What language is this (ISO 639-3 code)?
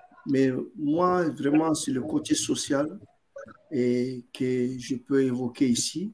fra